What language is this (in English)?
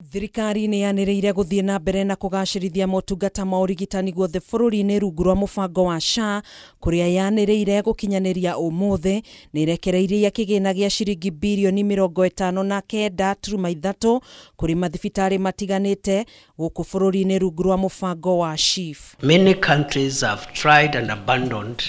Kikuyu